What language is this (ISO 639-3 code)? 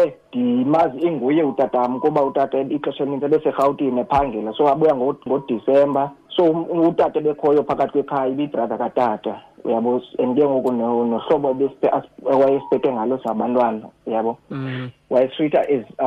xho